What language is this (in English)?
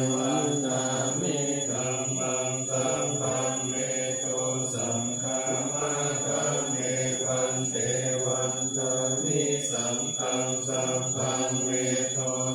Pali